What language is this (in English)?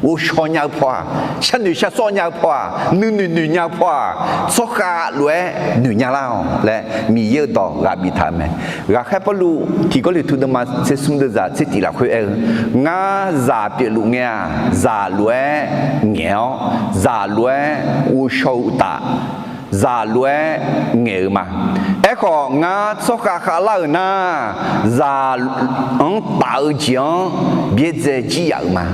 Akha